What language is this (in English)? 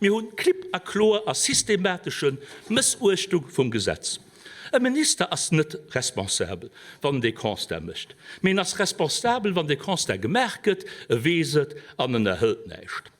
Luxembourgish